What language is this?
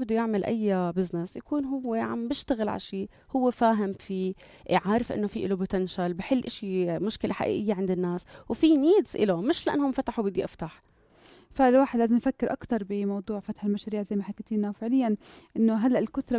North Levantine Arabic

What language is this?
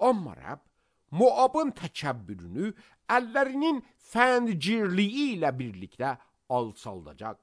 Azerbaijani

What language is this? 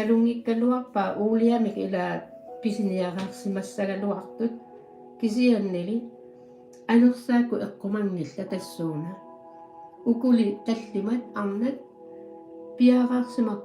Kalaallisut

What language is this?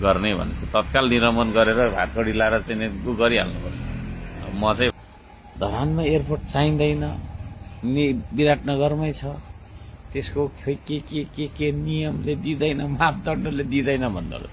Nepali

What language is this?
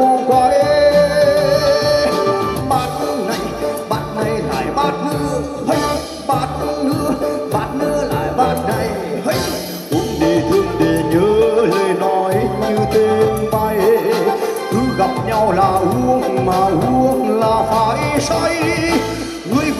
Vietnamese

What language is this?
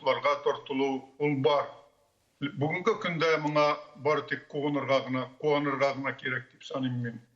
Tatar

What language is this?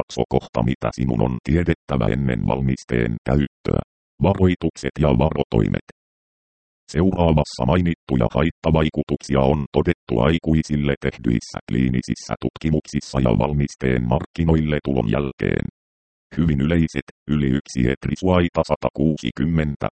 Finnish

